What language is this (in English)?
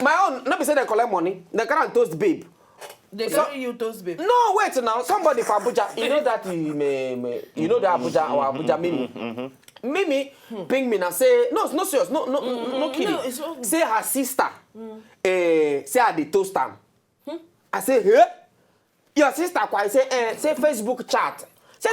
Nigerian Pidgin